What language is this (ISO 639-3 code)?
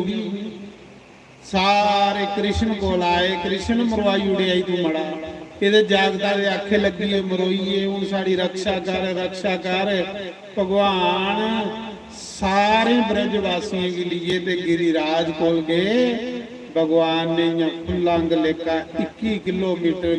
doi